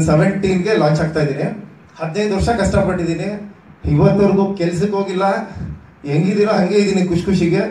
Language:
Kannada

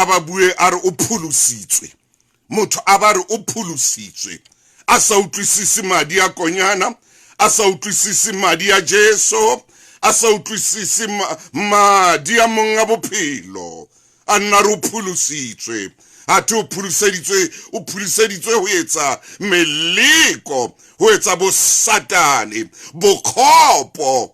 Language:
Southern Sotho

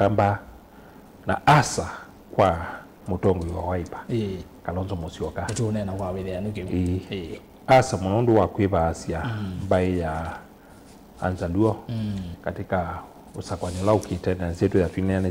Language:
Kamba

